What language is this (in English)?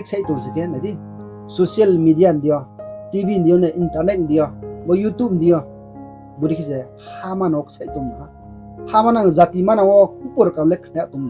Riang (India)